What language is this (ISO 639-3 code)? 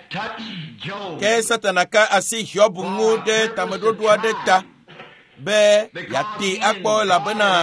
ewe